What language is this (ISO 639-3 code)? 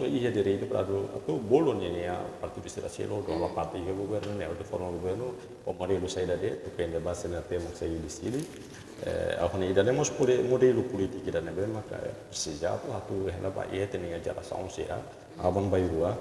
tet